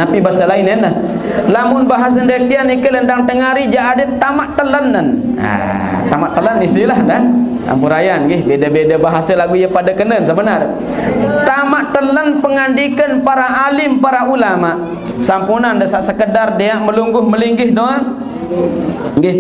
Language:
Sasak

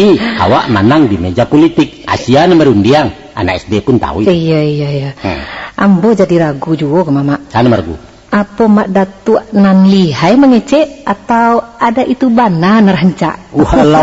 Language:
Minangkabau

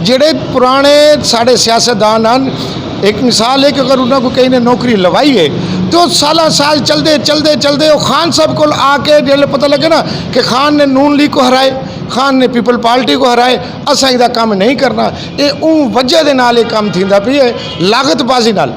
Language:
Saraiki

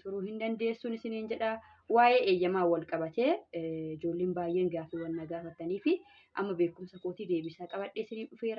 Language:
Oromo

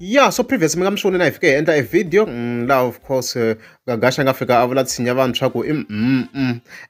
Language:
Tsonga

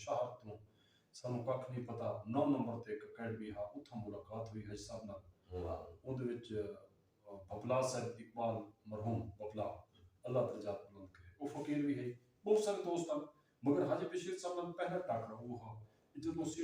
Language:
Saraiki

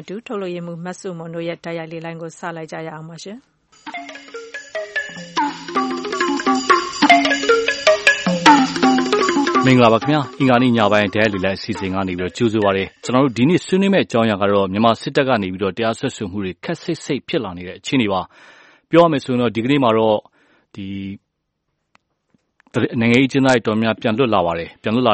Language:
Burmese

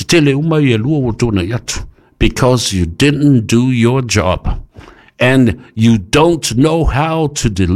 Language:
Samoan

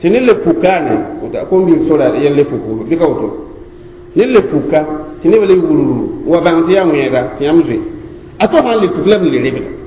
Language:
Mossi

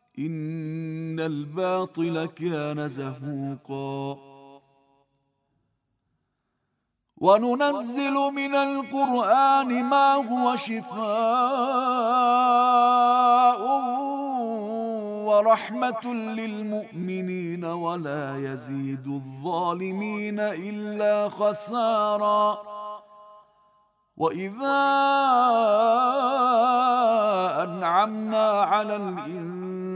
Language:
Arabic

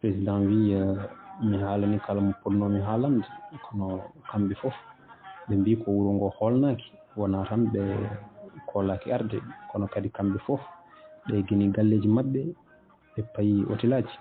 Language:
Fula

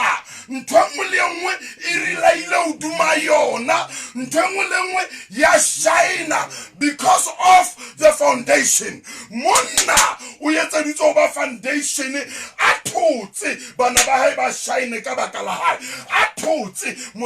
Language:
Southern Sotho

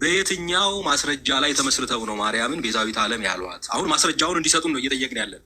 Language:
Amharic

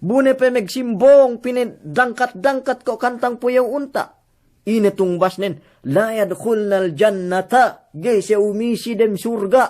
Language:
Yakan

